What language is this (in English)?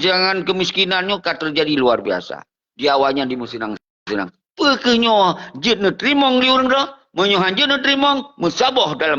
Achinese